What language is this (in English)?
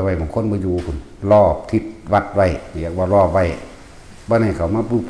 Northeastern Thai